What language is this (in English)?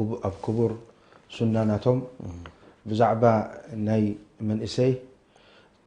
Tigrinya